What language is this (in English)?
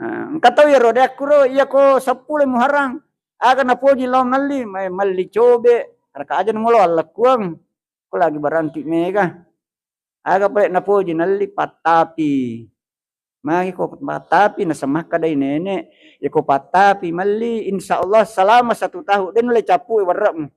Buginese